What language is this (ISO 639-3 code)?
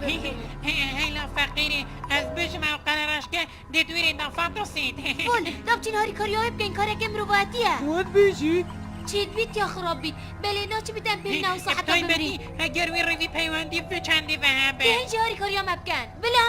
kur